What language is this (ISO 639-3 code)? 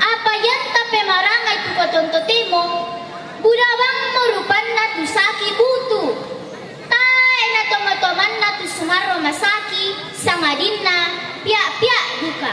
sda